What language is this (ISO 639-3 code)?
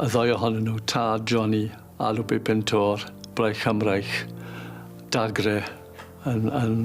cym